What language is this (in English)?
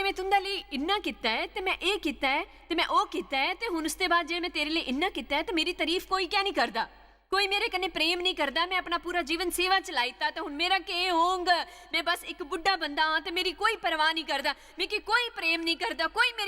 Dogri